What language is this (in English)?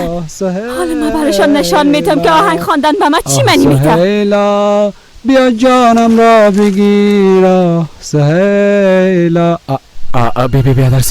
Persian